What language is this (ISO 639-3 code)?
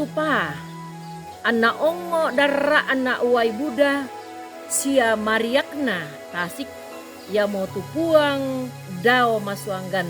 sda